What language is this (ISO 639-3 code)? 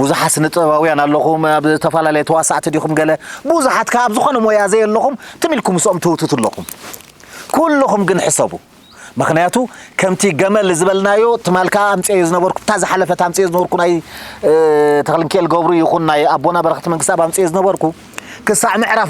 tir